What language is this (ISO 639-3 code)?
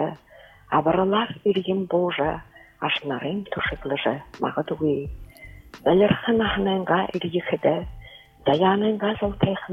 bua